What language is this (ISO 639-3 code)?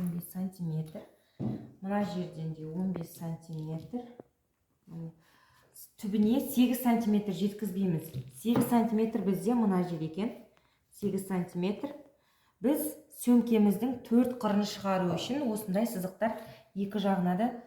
kaz